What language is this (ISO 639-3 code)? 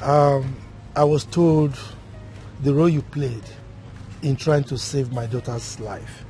pcm